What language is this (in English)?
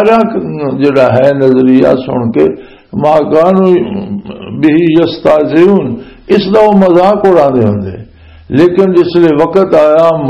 Western Panjabi